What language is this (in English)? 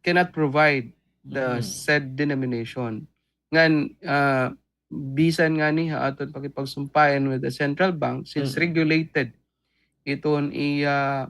Waray